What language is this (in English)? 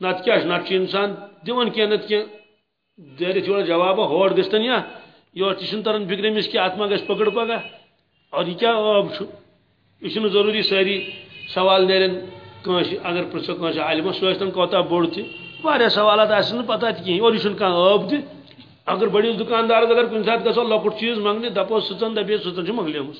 Kashmiri